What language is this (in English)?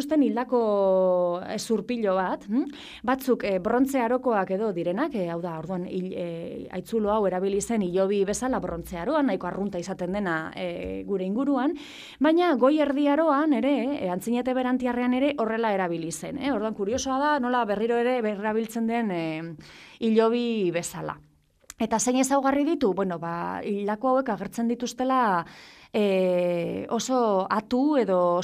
Basque